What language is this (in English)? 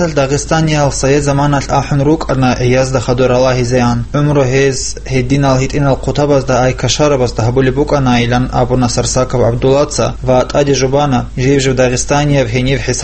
Avaric